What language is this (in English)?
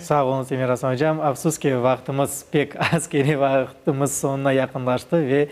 Crimean Tatar